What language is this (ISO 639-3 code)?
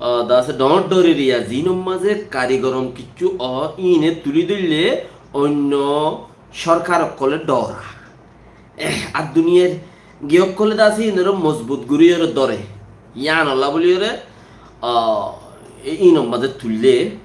rhg